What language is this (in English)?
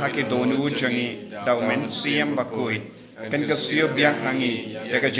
Khasi